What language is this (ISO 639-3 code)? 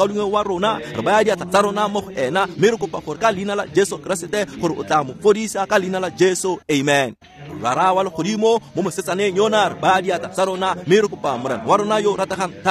tsn